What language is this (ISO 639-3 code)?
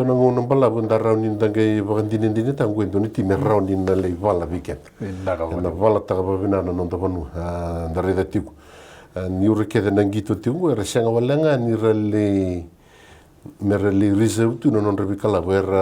fij